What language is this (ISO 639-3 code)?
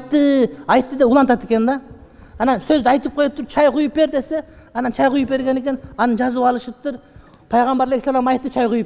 kir